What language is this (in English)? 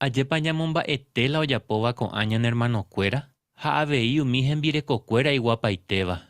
Guarani